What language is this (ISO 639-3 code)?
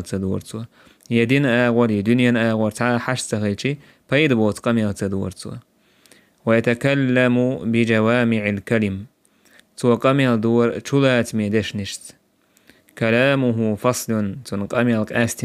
che